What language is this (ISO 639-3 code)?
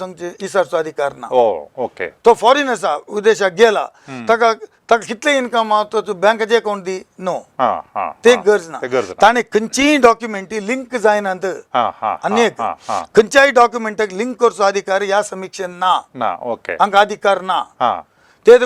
kok